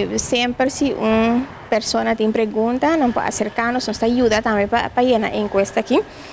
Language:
Papiamento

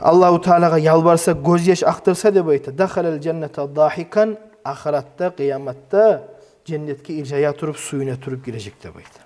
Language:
Kumyk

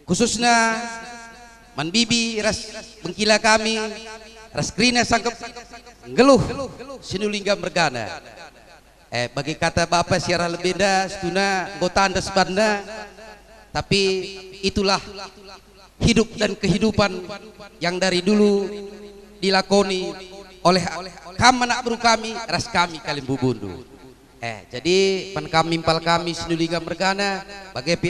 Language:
Batak Karo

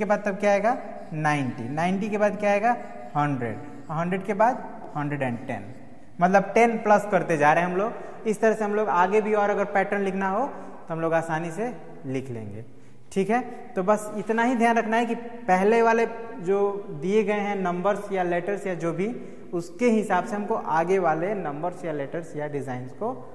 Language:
Hindi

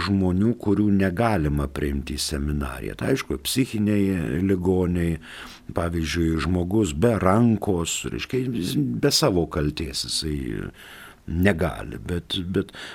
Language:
Lithuanian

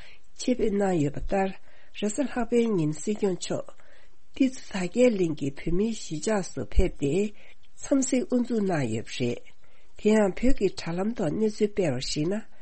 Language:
Tibetan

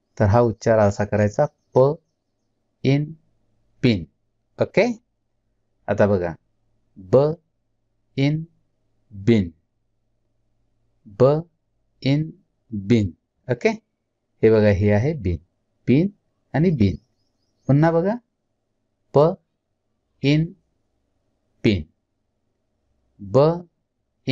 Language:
Marathi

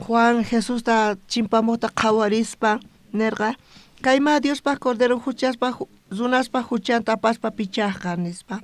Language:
South Bolivian Quechua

